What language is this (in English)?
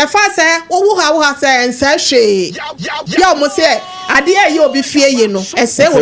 Akan